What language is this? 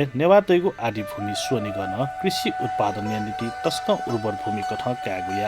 Newari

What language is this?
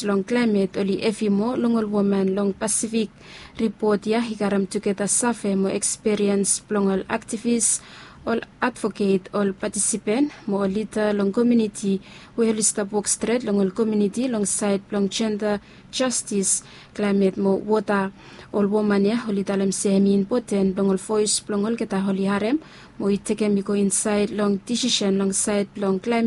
Bislama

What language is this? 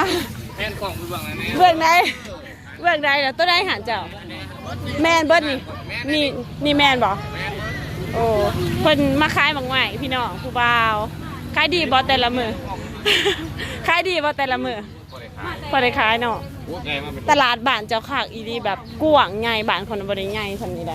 Lao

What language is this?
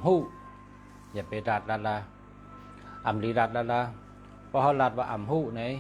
Shan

